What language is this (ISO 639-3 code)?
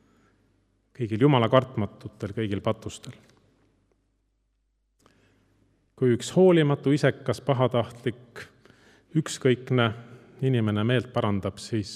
est